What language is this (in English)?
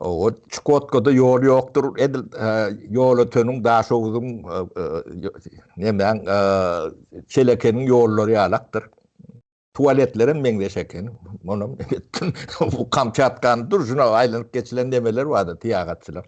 Turkmen